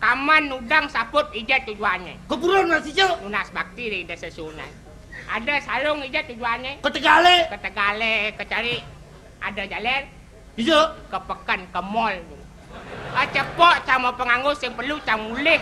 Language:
Balinese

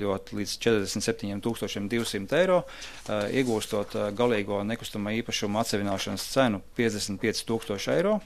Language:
Latvian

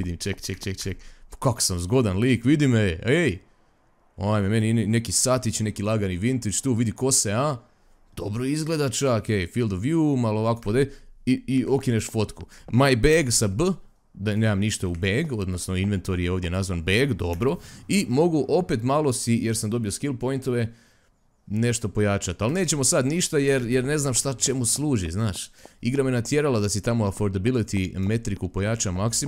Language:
Croatian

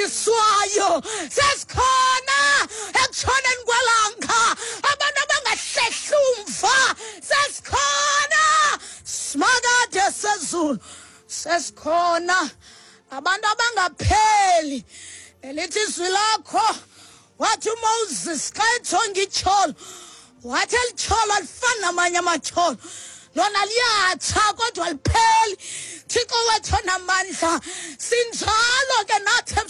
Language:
Xhosa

